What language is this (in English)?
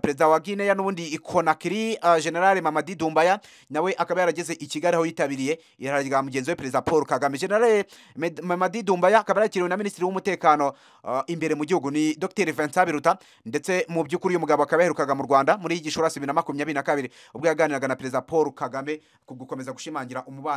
Kinyarwanda